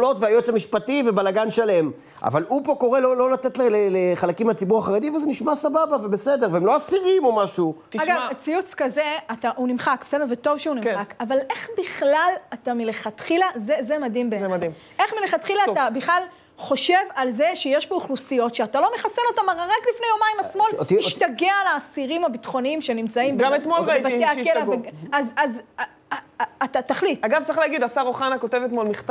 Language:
Hebrew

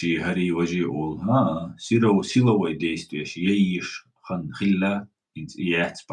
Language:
Chechen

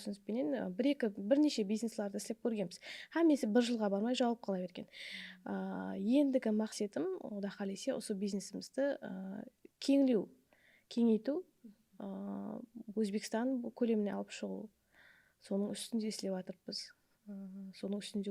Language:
Kara-Kalpak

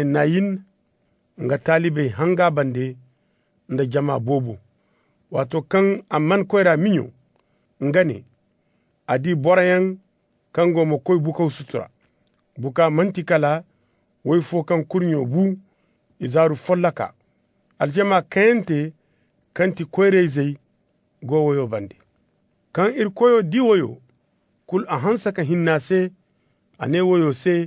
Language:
Zarma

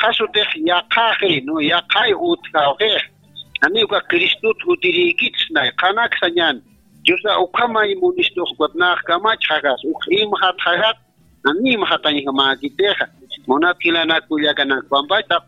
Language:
Aymara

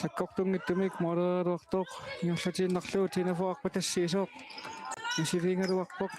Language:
Kalaallisut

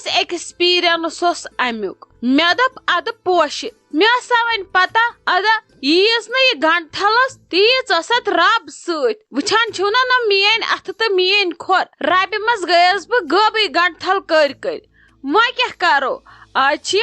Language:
Kashmiri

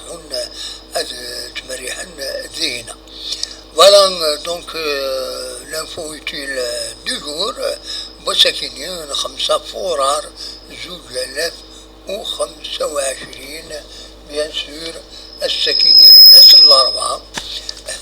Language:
Kabyle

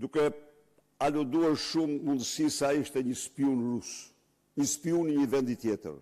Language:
Albanian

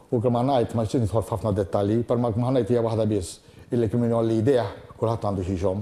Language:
Maltese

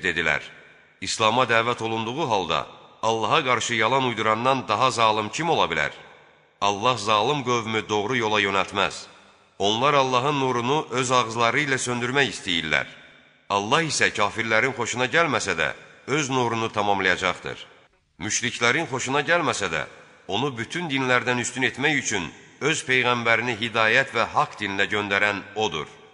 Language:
Azerbaijani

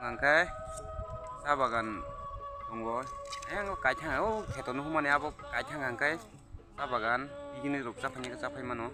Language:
Kok Borok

